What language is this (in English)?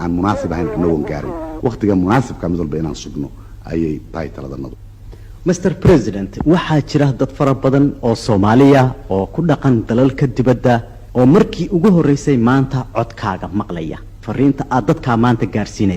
Somali